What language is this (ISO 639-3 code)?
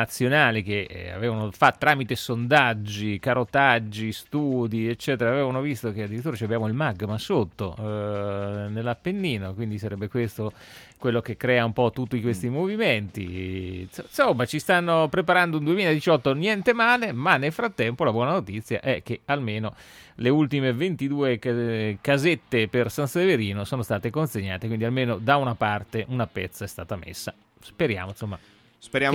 ita